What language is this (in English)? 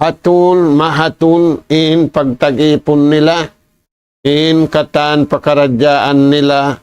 Tausug